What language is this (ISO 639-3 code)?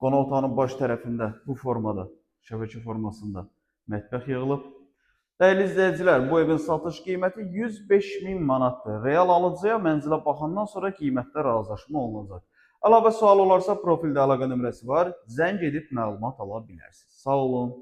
aze